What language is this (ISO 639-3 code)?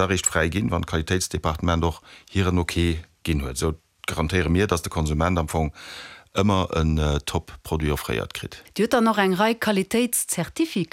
ltz